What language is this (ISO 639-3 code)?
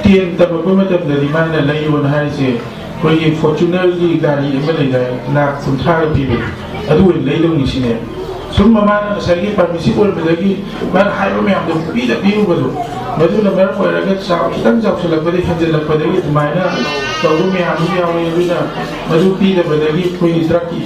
mni